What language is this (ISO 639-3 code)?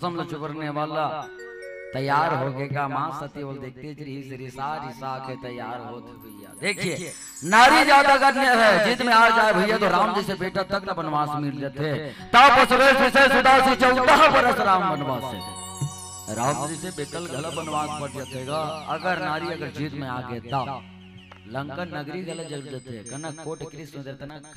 hne